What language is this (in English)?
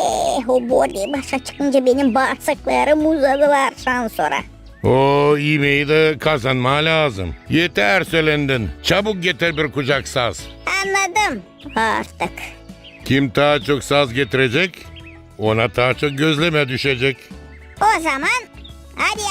Gagauz